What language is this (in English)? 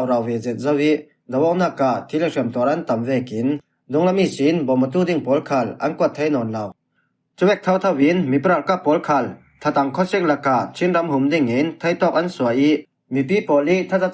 Falam Chin